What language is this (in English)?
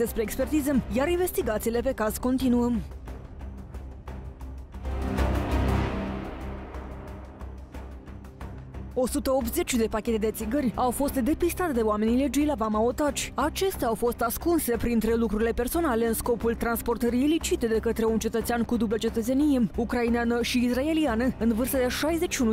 Romanian